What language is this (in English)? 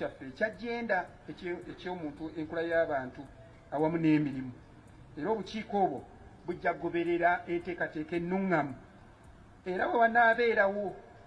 Ganda